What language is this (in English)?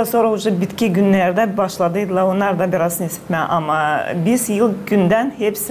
Gagauz